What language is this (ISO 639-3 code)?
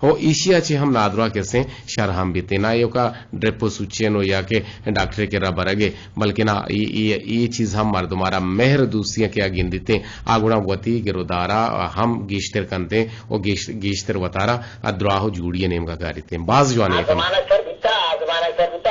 bgp